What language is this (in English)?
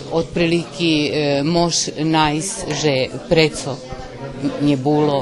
Rusyn